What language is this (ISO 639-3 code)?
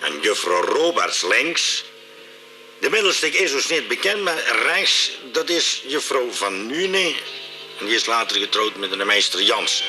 lim